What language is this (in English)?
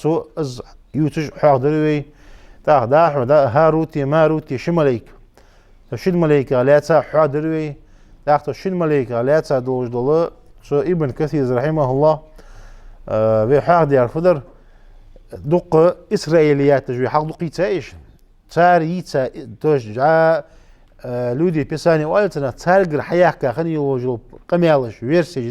Ingush